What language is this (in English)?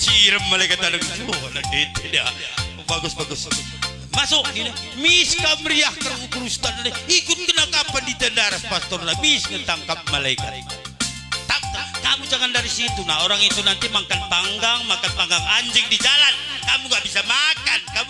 Batak Karo